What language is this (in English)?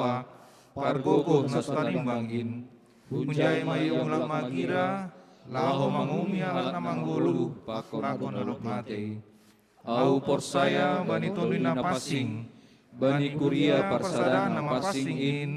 Batak Simalungun